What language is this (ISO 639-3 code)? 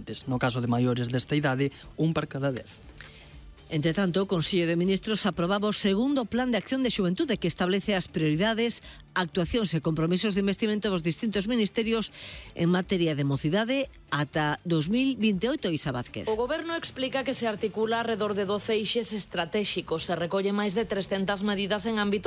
glg